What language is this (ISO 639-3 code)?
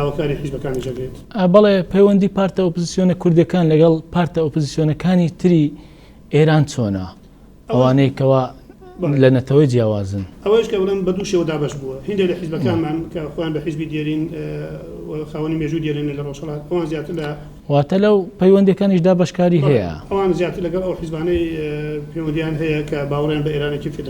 ckb